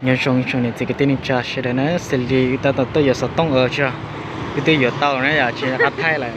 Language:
Hmong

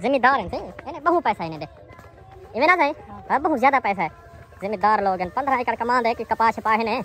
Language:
Saraiki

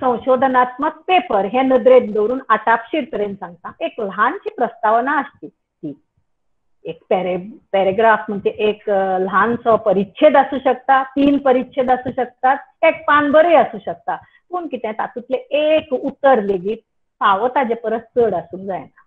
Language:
Konkani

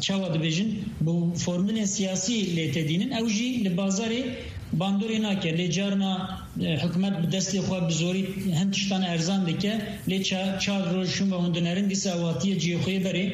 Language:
Kurdish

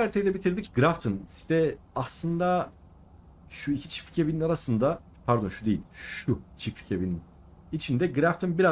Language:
Turkish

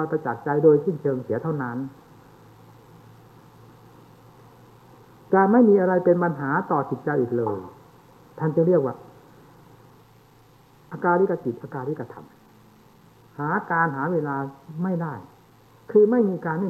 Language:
Thai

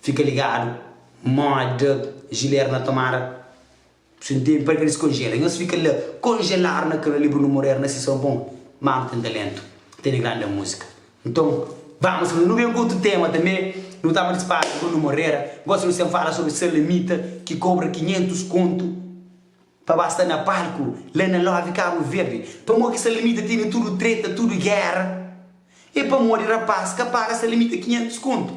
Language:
Kabuverdianu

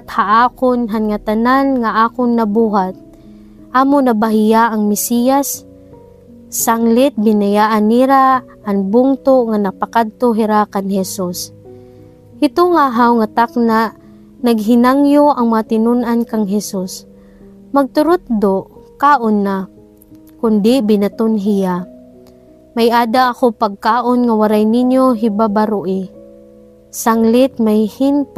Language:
Waray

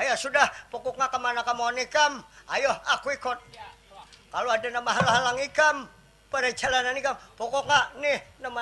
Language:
Banjar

